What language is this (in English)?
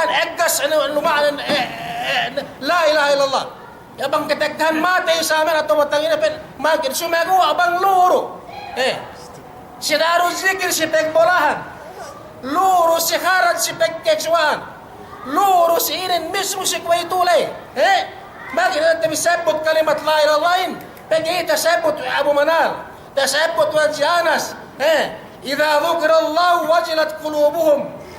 Yakan